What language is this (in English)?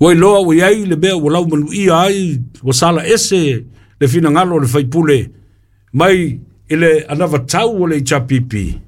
Samoan